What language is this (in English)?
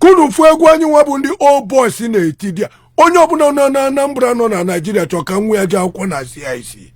Igbo